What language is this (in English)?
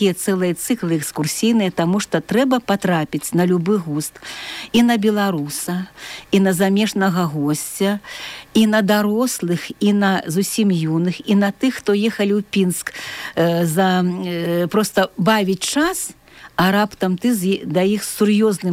Belarusian